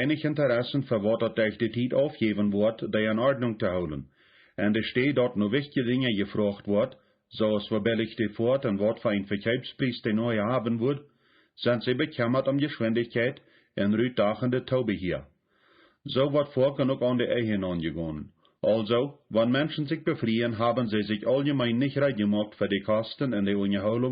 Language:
Plautdietsch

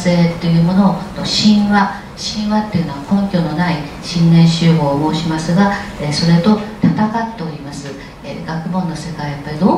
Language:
Japanese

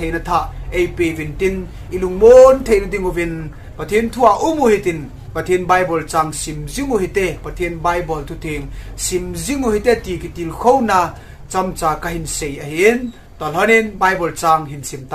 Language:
Thado Chin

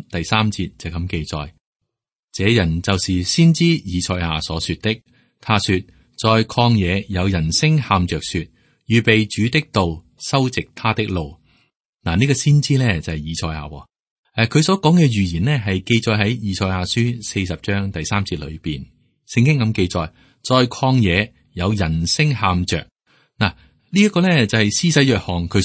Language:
Cantonese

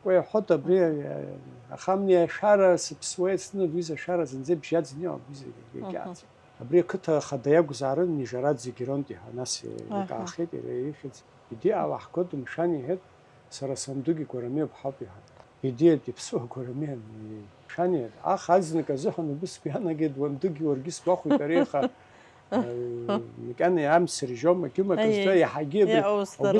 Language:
Abkhazian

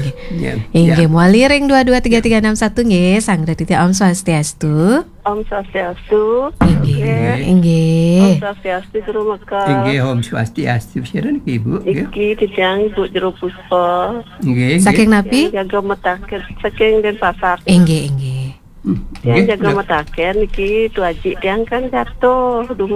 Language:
Balinese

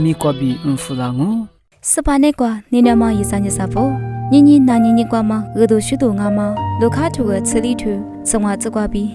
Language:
Lisu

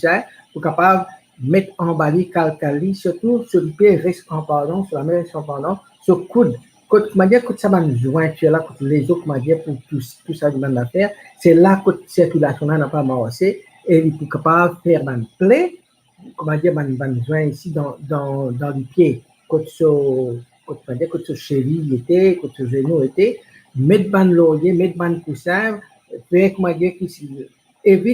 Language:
Morisyen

